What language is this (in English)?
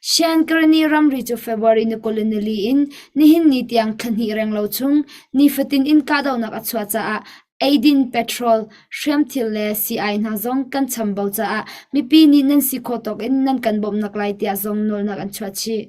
Hakha Chin